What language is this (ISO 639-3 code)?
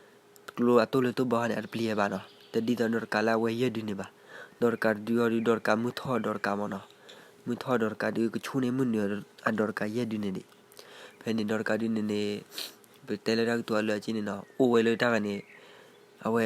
ksw